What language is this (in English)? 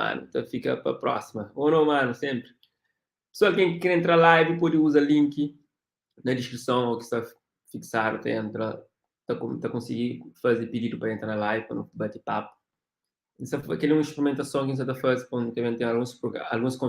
Kabuverdianu